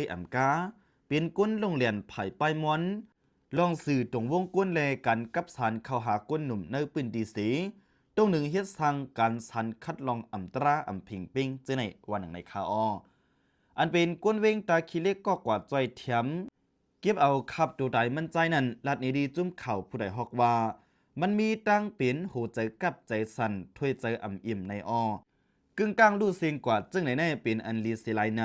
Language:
Shan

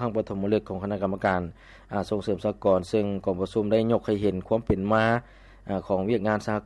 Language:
Lao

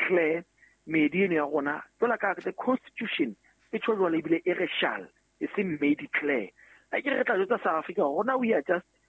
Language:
Southern Sotho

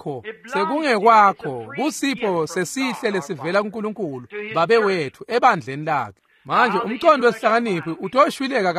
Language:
Swati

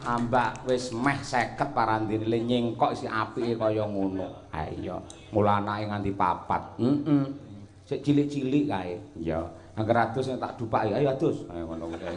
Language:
Javanese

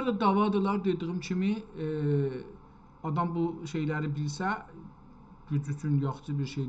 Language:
South Azerbaijani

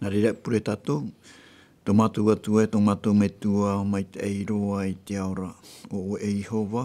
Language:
Tahitian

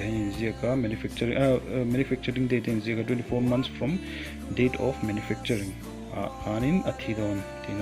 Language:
Mizo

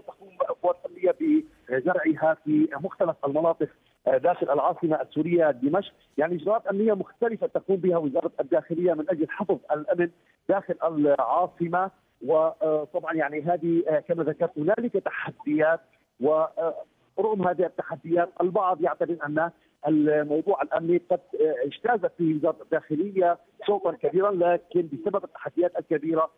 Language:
Arabic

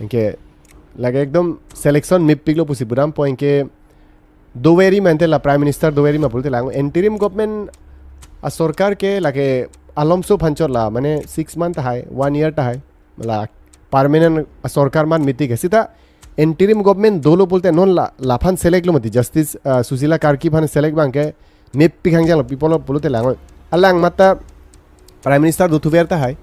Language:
Karbi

